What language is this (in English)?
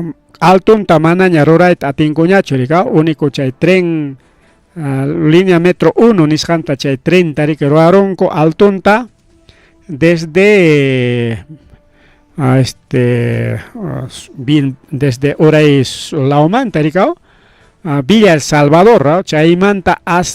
Ayacucho Quechua